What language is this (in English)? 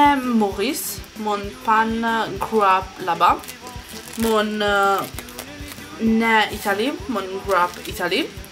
Morisyen